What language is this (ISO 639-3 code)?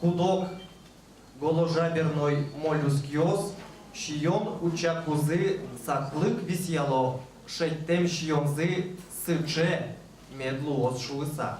udm